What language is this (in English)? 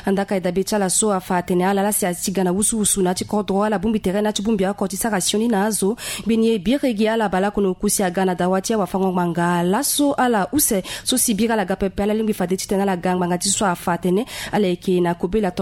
Sango